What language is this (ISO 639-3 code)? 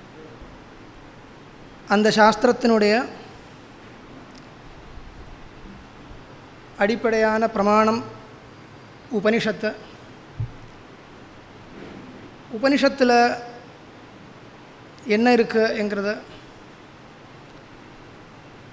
tam